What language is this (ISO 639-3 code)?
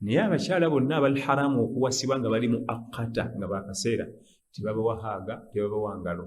lug